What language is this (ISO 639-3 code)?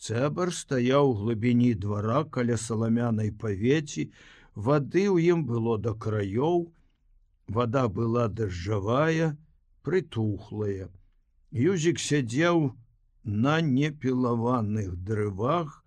bel